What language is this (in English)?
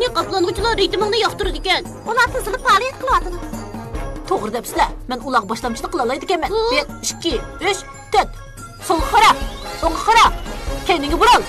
Uyghur